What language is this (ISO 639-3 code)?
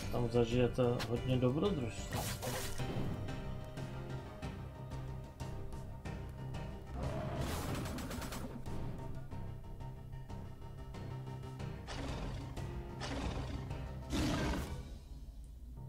ces